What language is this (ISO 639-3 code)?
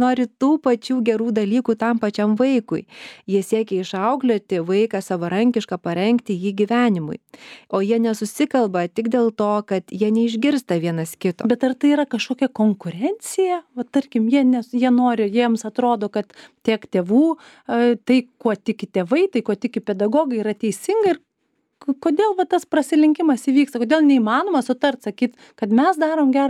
lit